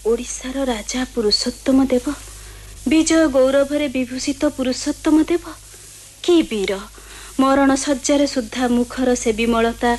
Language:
Odia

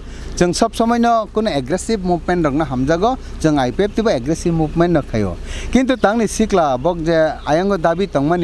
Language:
Kok Borok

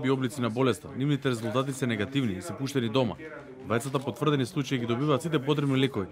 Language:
Macedonian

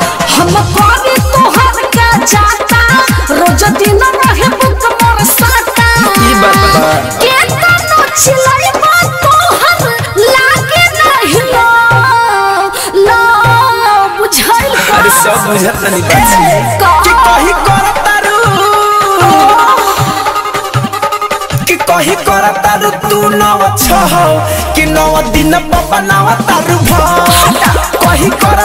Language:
Bhojpuri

